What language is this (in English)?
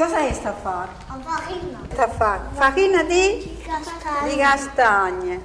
Corsican